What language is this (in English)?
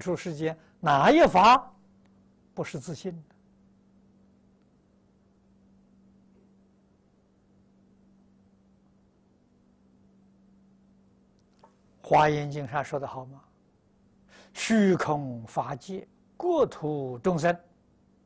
Chinese